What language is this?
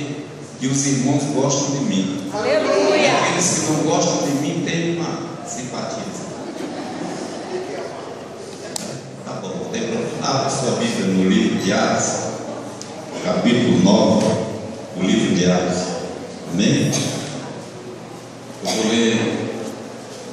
Portuguese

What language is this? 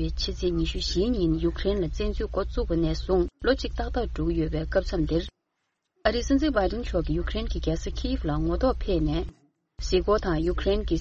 Tibetan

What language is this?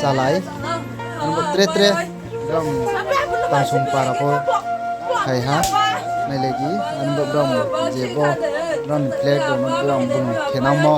Riang (India)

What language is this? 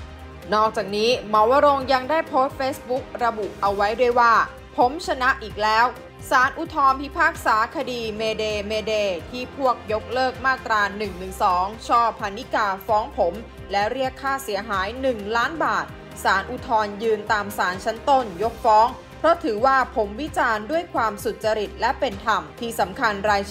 Thai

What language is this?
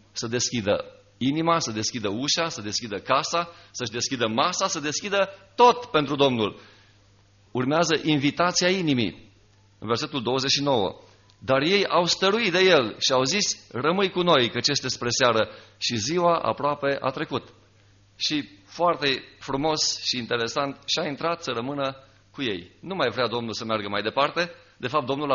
Romanian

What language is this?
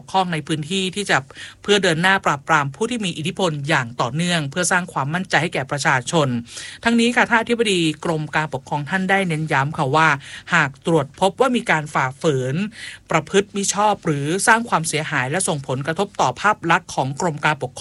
Thai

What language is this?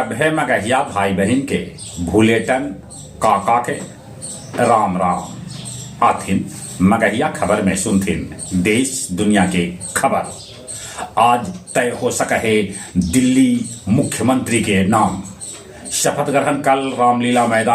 Magahi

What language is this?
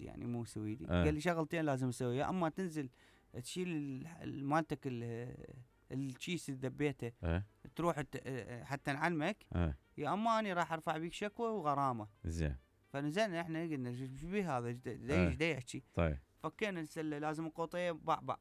Mesopotamian Arabic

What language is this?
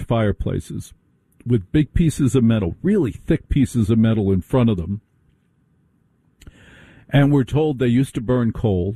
English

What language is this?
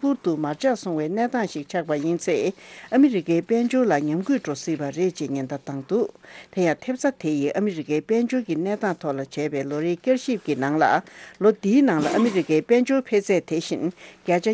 Tibetan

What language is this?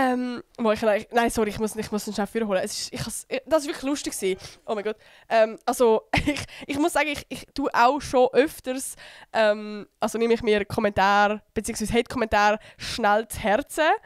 Swiss German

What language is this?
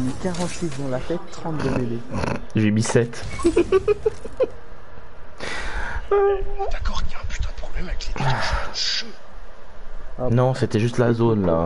French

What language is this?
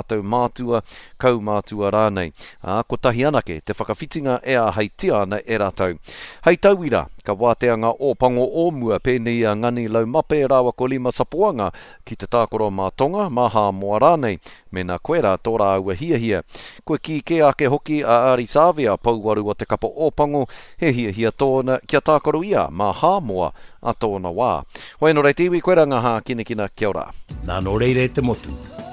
Māori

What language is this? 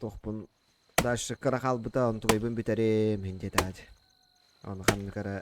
Yakut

